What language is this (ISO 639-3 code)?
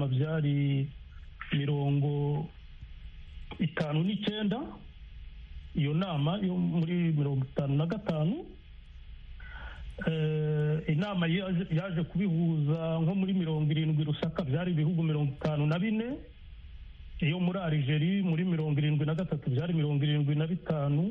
kin